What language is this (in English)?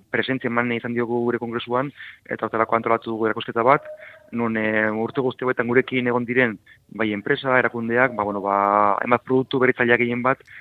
Basque